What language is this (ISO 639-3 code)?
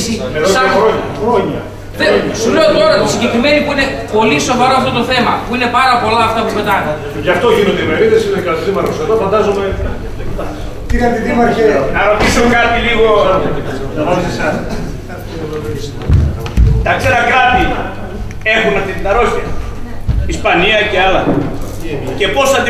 ell